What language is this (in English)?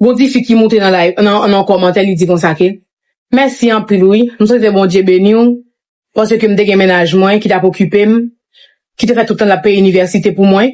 Haitian Creole